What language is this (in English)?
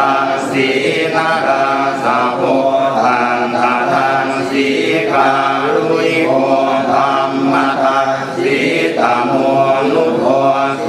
Pali